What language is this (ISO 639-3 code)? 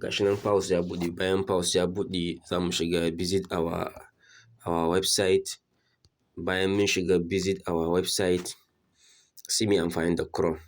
hau